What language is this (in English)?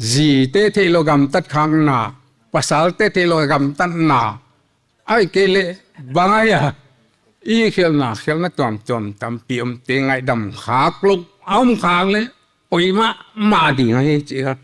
Paite Chin